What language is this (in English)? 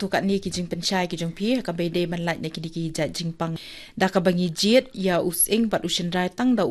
Khasi